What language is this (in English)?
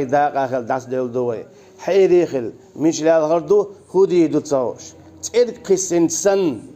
Chechen